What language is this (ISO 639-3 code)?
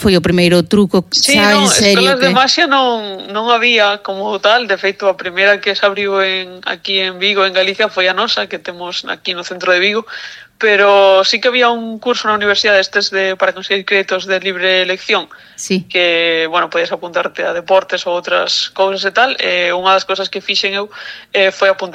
glg